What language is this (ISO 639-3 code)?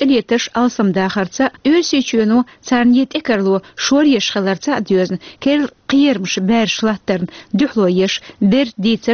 che